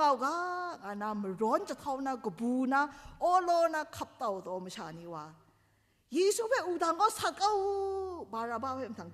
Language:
Kachin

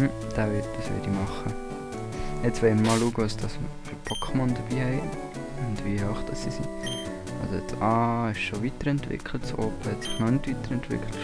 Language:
Swiss German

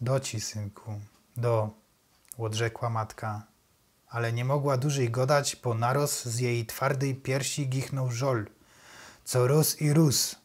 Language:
Silesian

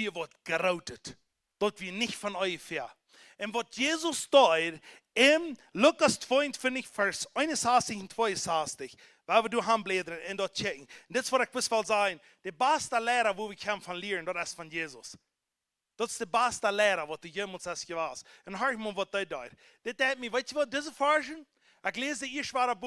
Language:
Plautdietsch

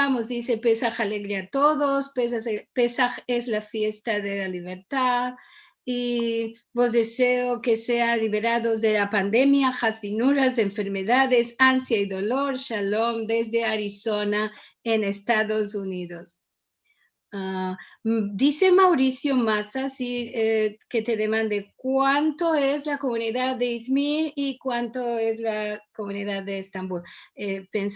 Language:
Ladino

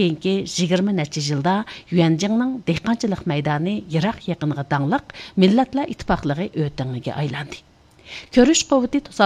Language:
Uyghur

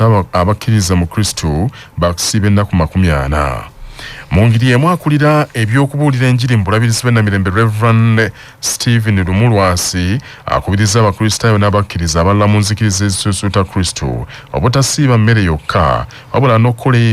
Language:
Ganda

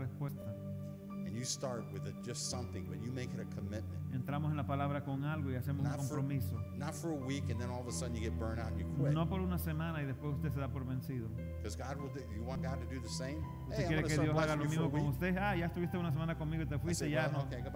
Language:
Spanish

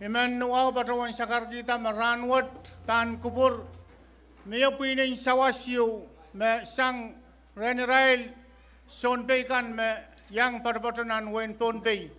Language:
Pohnpeian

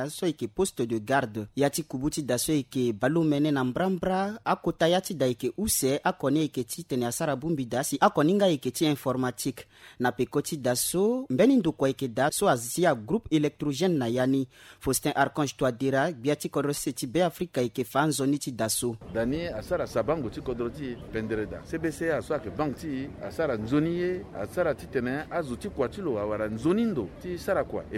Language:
Sango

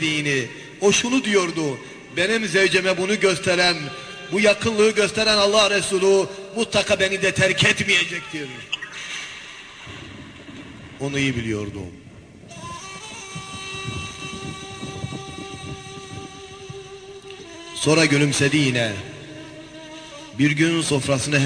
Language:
Turkish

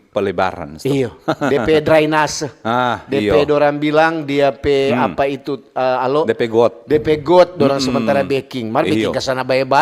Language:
Manado Malay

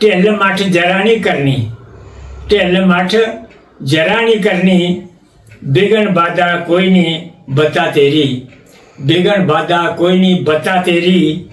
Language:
Dogri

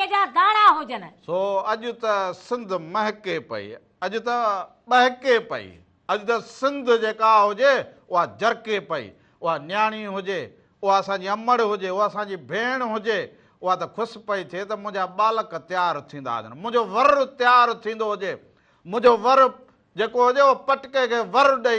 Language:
Sindhi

